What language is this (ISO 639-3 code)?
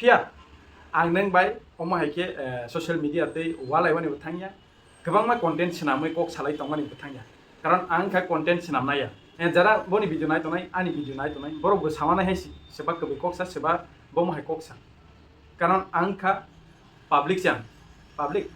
trp